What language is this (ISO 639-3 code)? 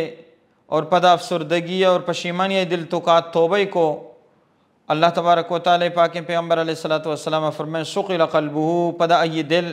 bal